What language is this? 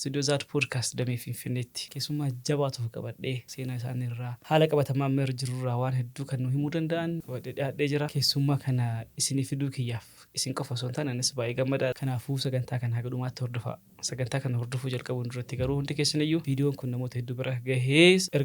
Oromo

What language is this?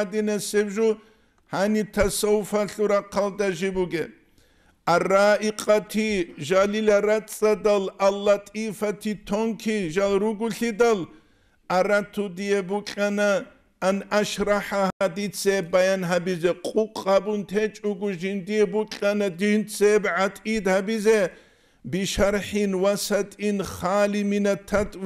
Avaric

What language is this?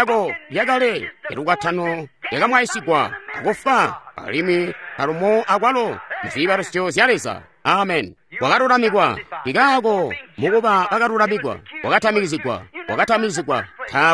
Tonga (Zambia)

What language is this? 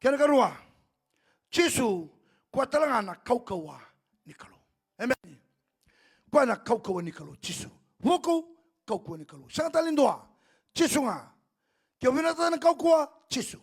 Fijian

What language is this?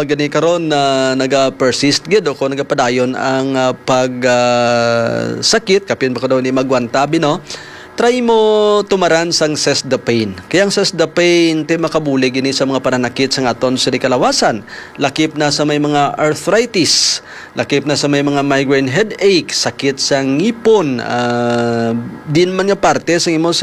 Hiligaynon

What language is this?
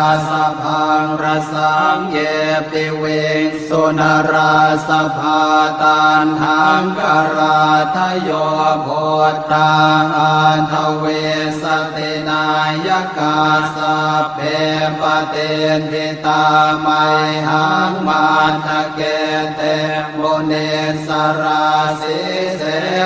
Pali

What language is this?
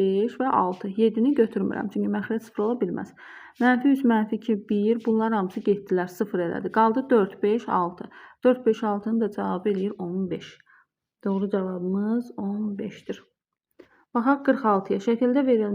Azerbaijani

